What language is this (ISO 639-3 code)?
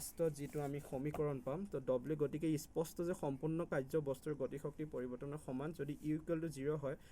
asm